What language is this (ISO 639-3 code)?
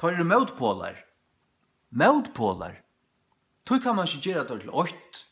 fao